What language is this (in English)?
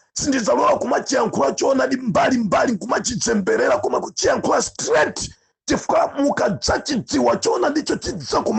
Nyanja